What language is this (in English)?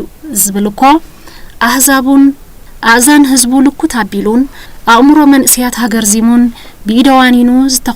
Tigrinya